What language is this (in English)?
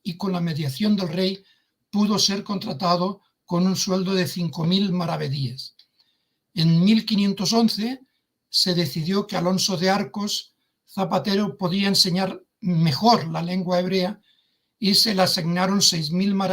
Ladino